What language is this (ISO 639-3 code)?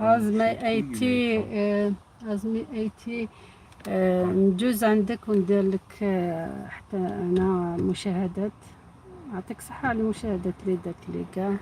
arq